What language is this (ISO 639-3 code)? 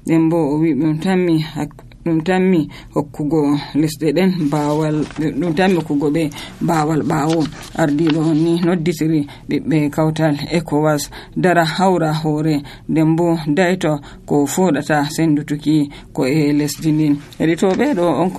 fuv